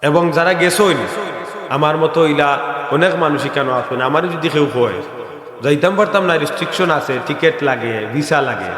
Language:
Sylheti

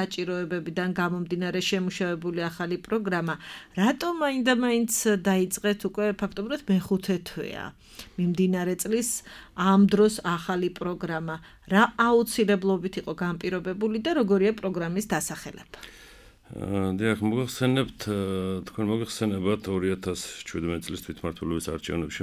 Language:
Georgian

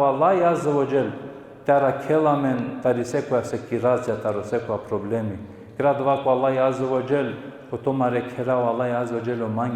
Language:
Balkan Romani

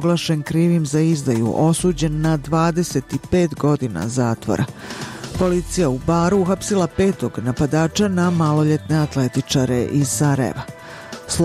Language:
Bosnian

